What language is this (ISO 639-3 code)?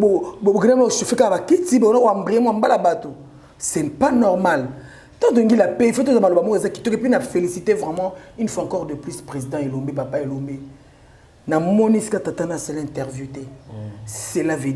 lin